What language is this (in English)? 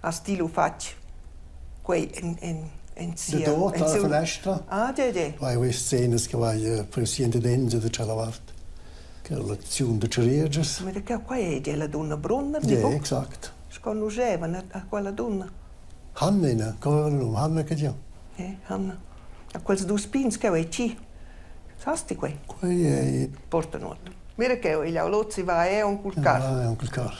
Romansh